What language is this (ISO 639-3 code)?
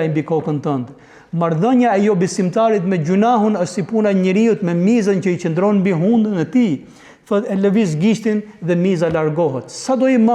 sqi